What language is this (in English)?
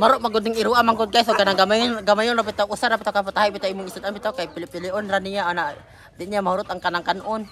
Cebuano